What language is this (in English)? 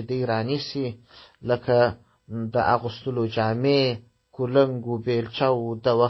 Pashto